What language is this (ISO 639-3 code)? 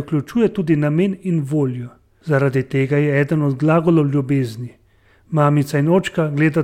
slv